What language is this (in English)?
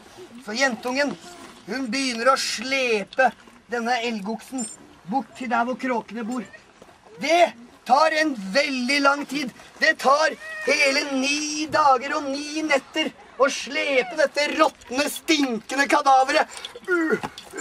Norwegian